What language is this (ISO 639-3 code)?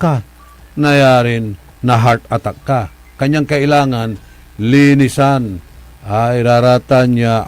pag